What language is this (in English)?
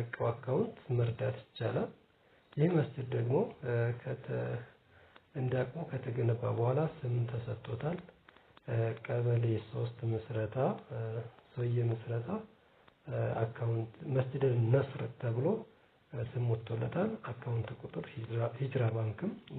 Amharic